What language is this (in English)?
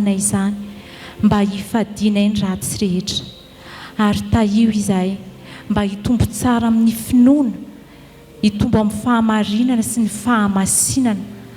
Malagasy